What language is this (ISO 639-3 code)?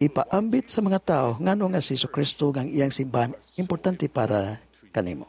ceb